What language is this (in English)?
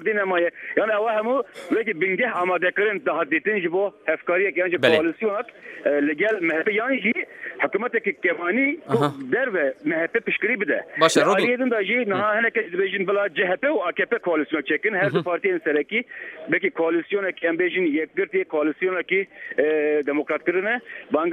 Kurdish